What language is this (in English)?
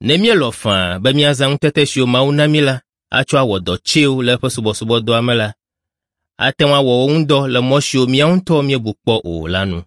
Ewe